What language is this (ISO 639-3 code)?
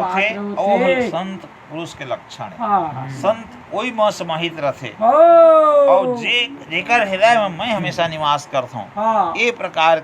hne